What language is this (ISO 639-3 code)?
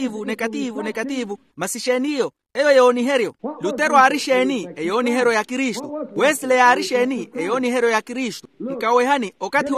vmw